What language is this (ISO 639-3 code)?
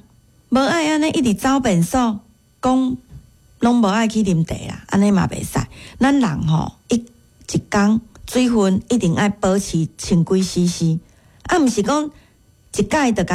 nan